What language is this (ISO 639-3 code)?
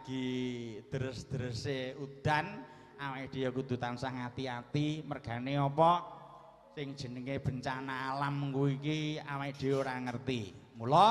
jav